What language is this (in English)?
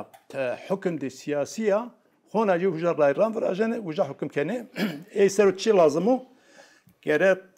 Zaza